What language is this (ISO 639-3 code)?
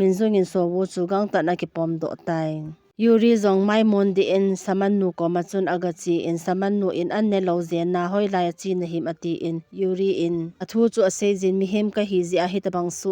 tcz